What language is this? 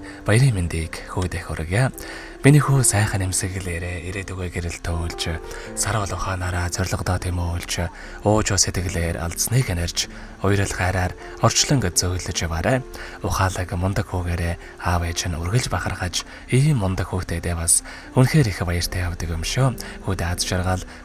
Mongolian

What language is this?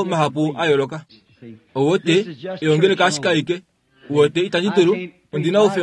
Kuanyama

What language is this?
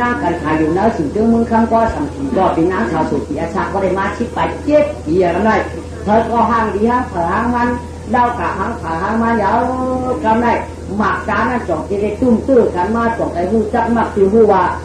Shan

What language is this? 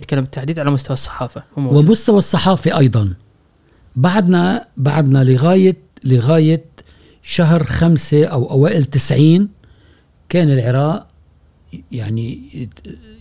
Gulf Arabic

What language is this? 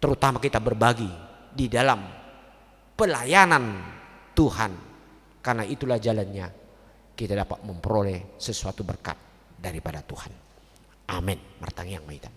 Batak Toba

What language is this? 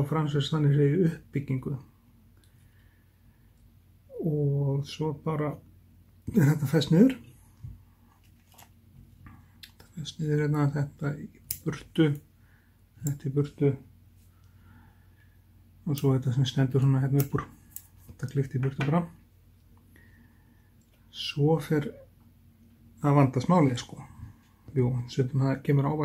Icelandic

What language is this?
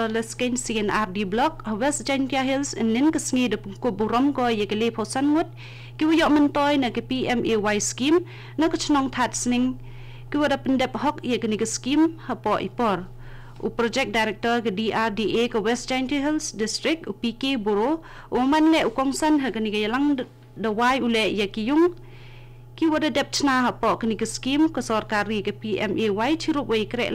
Khasi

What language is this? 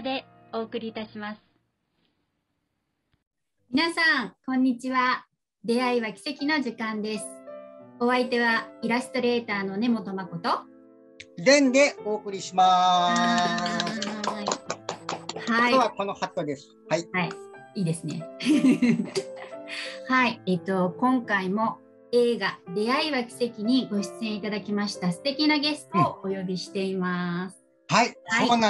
Japanese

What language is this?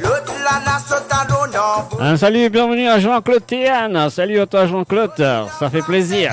Morisyen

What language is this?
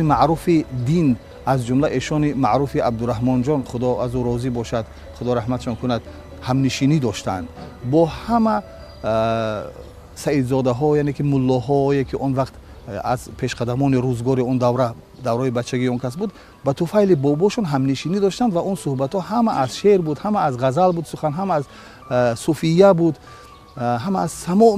Tajik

